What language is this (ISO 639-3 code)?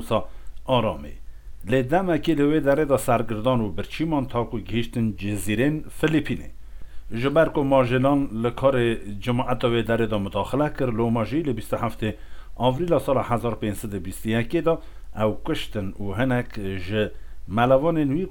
kur